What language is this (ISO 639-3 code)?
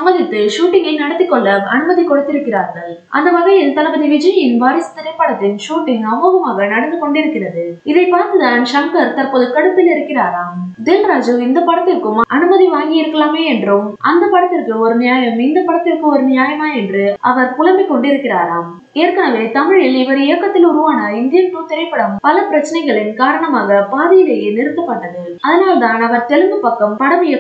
tam